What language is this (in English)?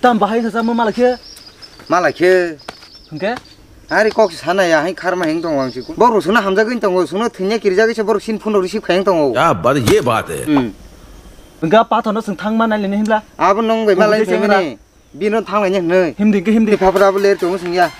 Kok Borok